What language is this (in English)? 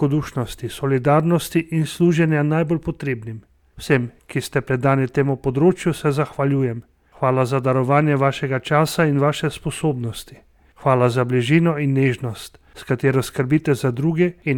Slovenian